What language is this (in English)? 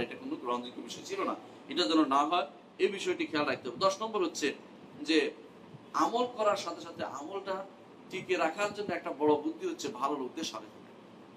Bangla